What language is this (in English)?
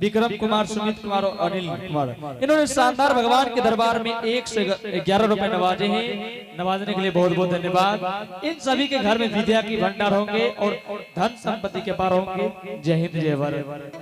Angika